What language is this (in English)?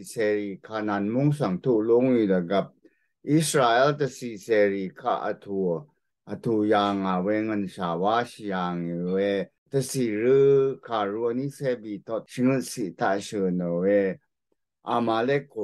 Rawang